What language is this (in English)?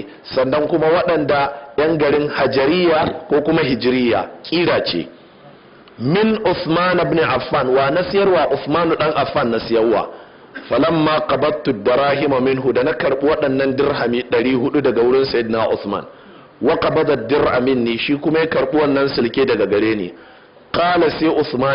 Hausa